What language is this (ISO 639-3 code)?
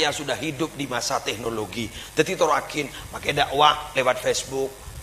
mad